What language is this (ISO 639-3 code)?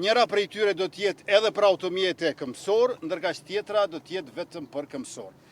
sqi